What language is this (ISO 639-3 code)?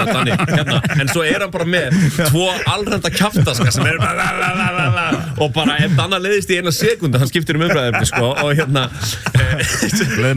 isl